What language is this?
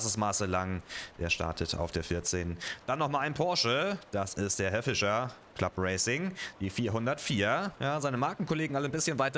German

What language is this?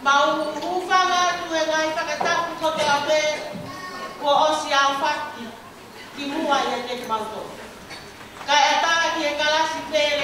Tongan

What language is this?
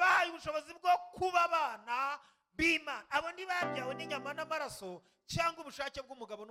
Kinyarwanda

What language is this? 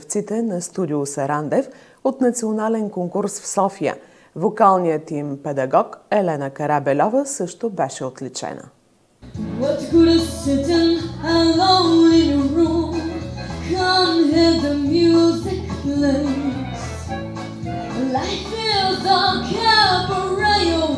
Bulgarian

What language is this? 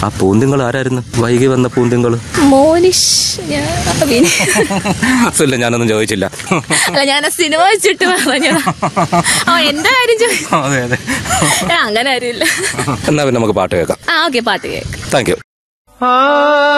Malayalam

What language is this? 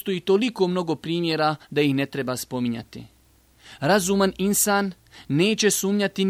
Bosnian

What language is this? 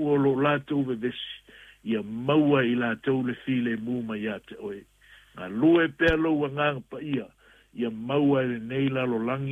Samoan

